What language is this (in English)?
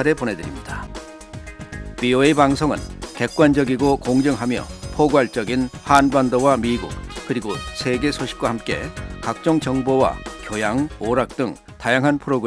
Korean